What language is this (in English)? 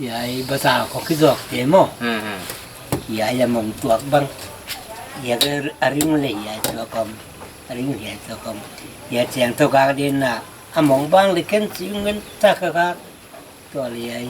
Paite Chin